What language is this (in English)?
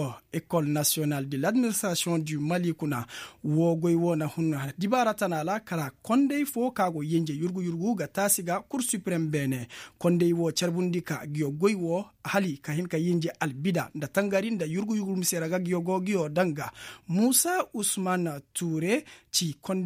Koyraboro Senni